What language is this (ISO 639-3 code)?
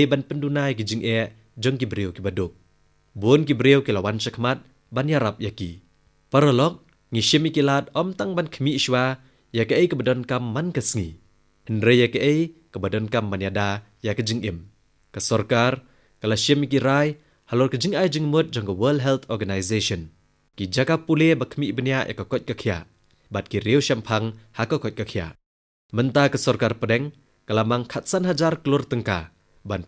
kha